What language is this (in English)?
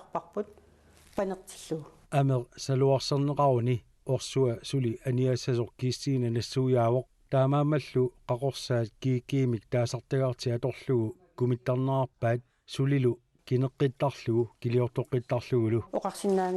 Kalaallisut